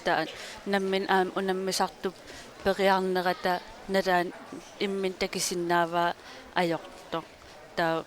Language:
Kalaallisut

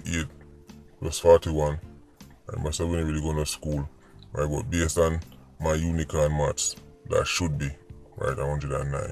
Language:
Jamaican Creole English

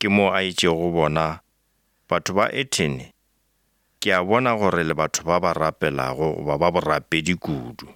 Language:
Northern Sotho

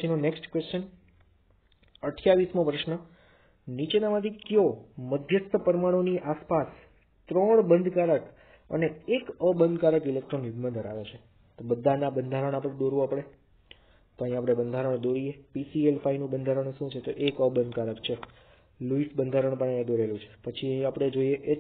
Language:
Gujarati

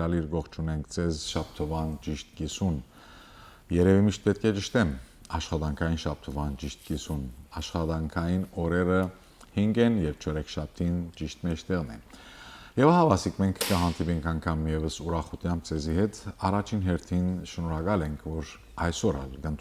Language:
Western Armenian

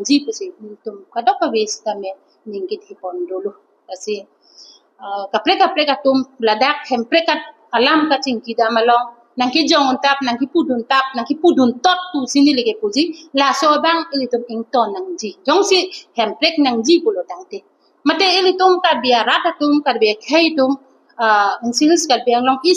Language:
Karbi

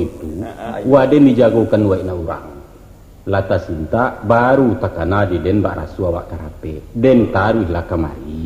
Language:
Minangkabau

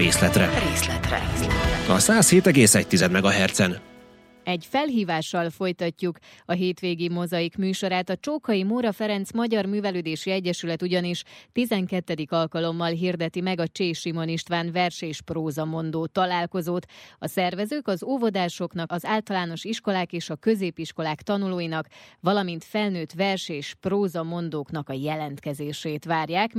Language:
Hungarian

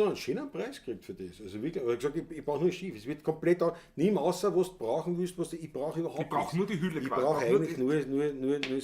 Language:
Bavarian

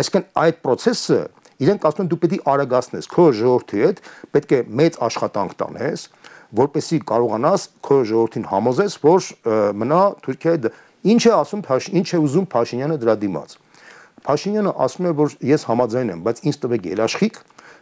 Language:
Armenian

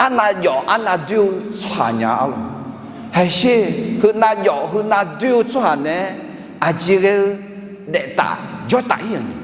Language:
Akha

